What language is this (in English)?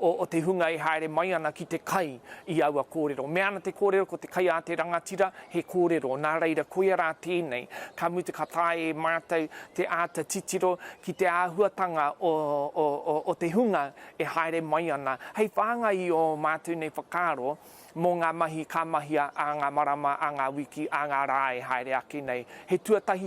Māori